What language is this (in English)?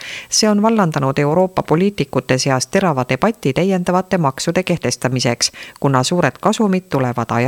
Estonian